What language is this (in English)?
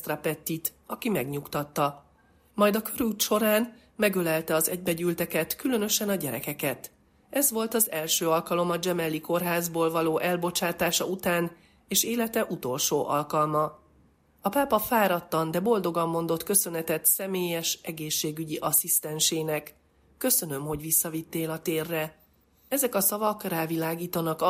Hungarian